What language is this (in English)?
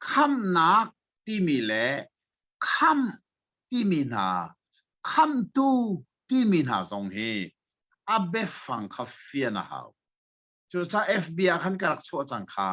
Hakha Chin